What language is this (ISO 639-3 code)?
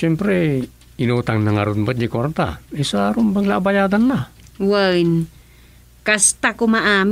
ilo